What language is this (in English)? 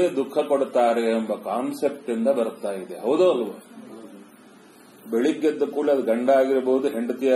Kannada